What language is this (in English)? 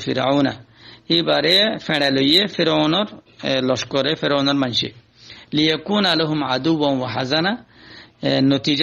Rohingya